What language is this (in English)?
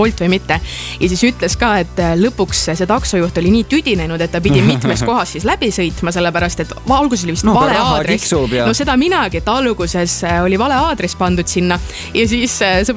Estonian